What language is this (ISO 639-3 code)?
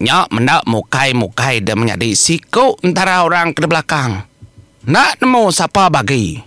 iba